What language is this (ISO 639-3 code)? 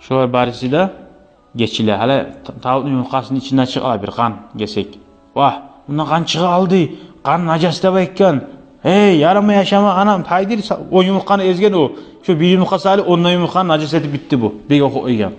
kum